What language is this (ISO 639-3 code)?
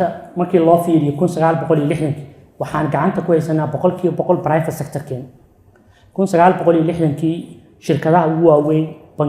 som